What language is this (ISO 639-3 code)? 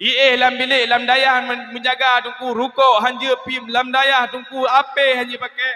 ace